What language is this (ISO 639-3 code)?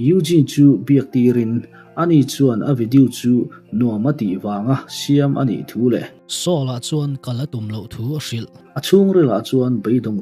lus